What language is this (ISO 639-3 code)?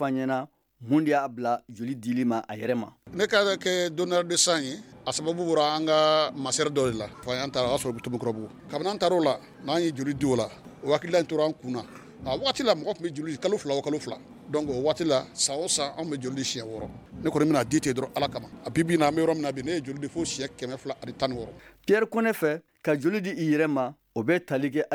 bam